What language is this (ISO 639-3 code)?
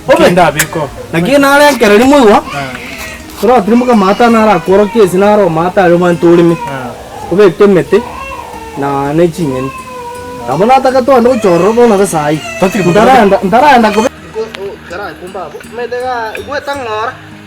guz